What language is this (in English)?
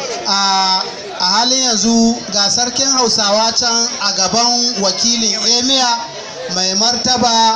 Hausa